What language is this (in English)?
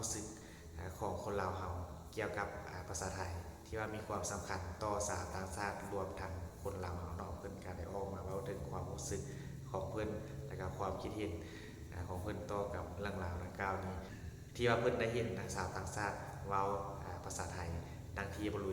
Northeastern Thai